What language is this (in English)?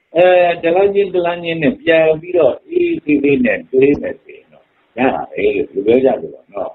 Burmese